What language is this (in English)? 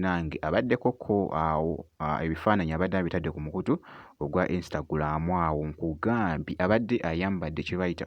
Ganda